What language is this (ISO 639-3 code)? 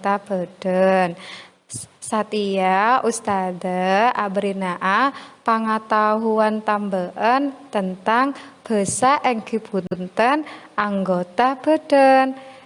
mad